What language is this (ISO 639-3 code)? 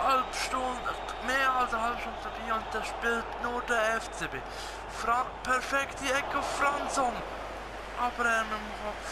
gsw